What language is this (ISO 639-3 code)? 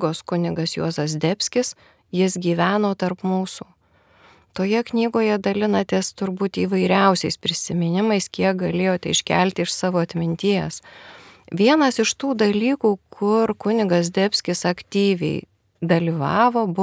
lit